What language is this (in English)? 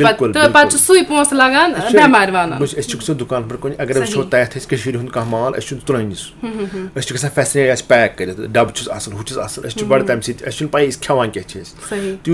Kashmiri